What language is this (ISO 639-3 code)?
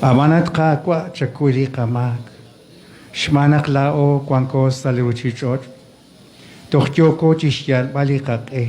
kek